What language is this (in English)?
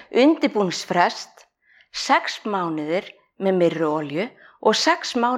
Icelandic